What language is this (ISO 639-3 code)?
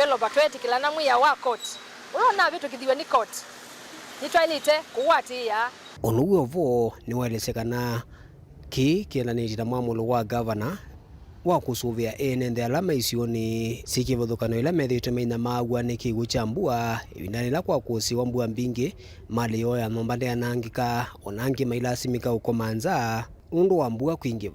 kam